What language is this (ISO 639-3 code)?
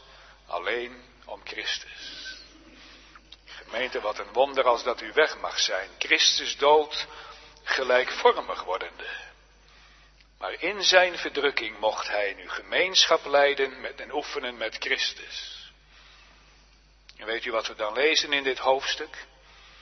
nld